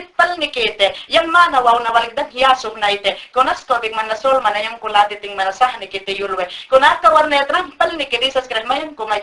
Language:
Mayangna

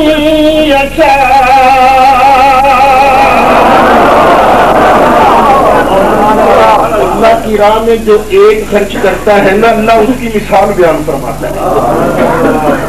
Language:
Urdu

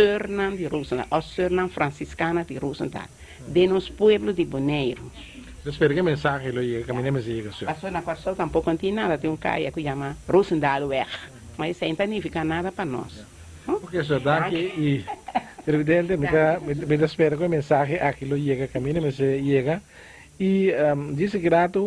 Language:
Papiamento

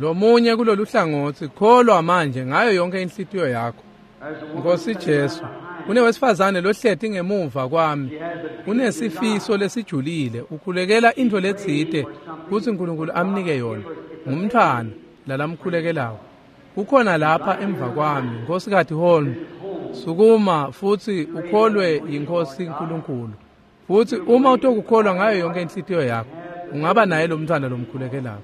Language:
Swati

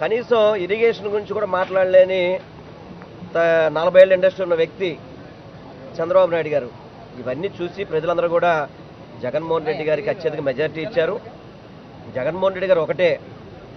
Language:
Telugu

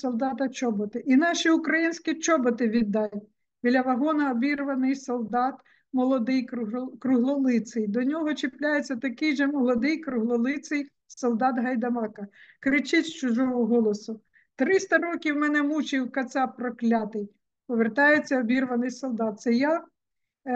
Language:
Ukrainian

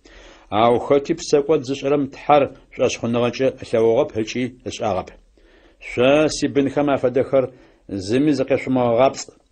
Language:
Adyghe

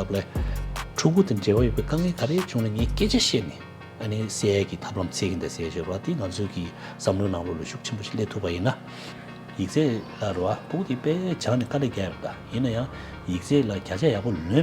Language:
Tibetan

